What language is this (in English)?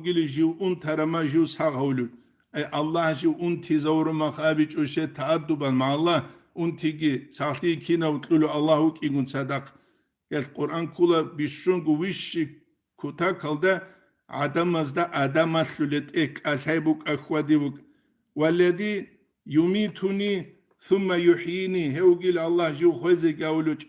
Avaric